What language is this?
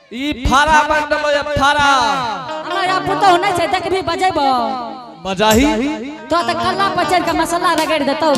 Angika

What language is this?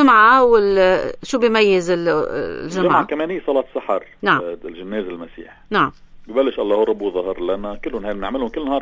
North Levantine Arabic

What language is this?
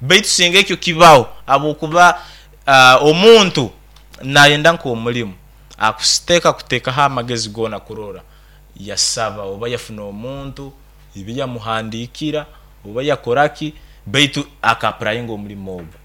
Nyankole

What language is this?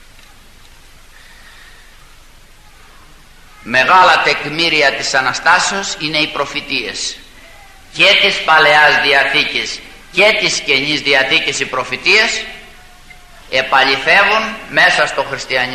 Greek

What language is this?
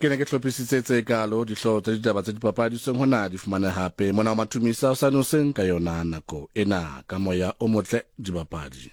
Southern Sotho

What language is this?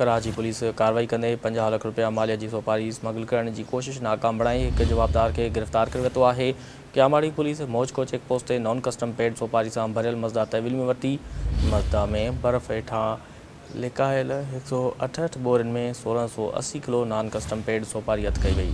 Sindhi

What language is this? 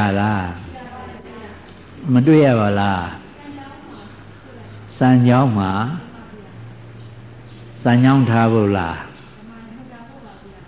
Burmese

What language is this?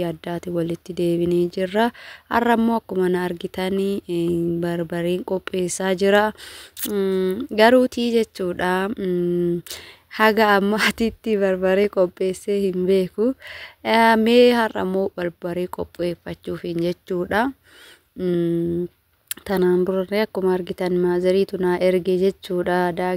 Oromo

